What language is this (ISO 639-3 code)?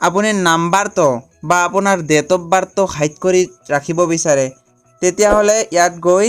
asm